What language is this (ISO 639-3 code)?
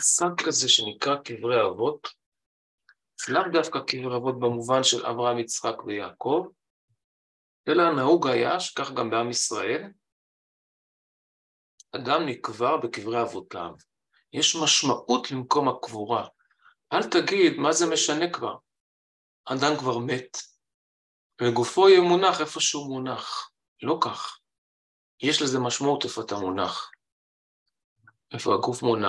heb